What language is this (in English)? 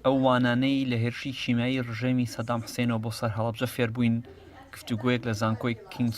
Central Kurdish